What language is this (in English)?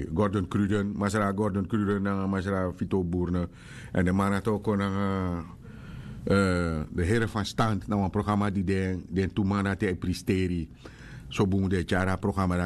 Sranan Tongo